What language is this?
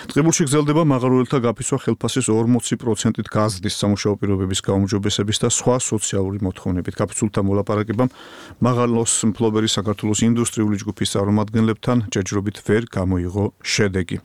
Georgian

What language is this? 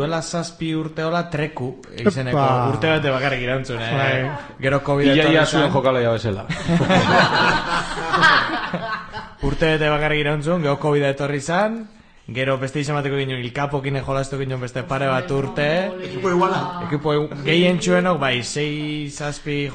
Basque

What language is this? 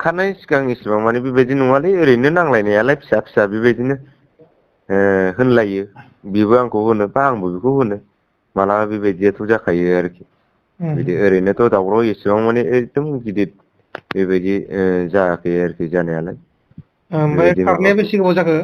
Bodo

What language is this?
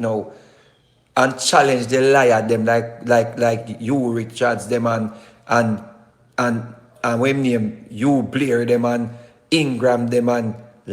Jamaican Creole English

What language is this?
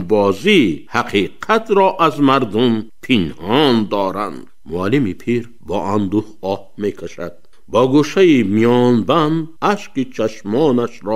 Tajik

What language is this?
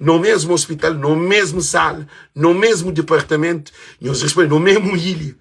Kabuverdianu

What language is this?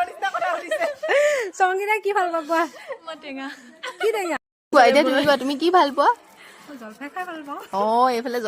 Assamese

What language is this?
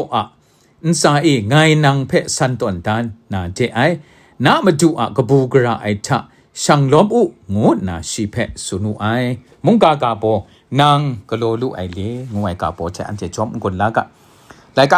Kachin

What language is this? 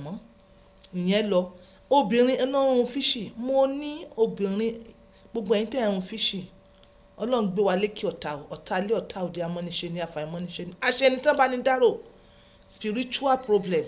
Yoruba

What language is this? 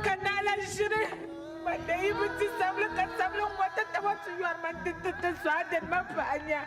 Dagbani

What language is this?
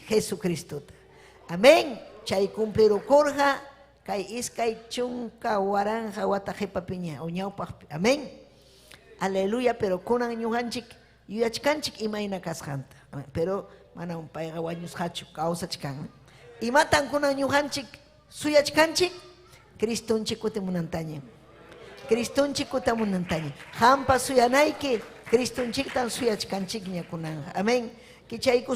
Ayacucho Quechua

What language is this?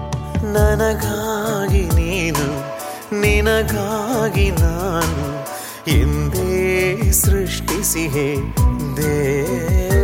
Kannada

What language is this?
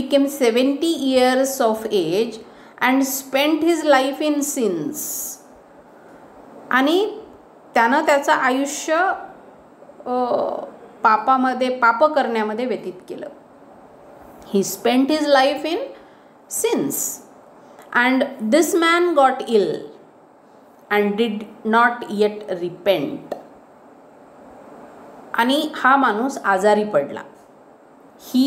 Marathi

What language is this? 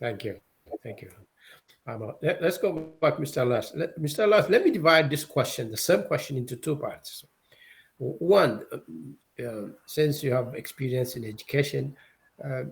English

